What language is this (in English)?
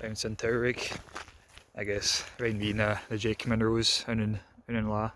Scottish Gaelic